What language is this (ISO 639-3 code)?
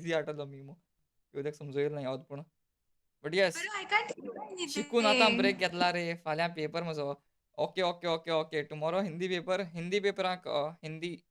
kok